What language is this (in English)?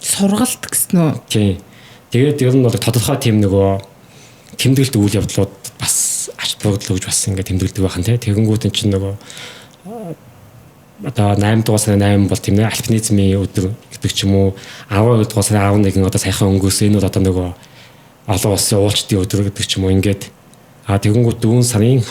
Mongolian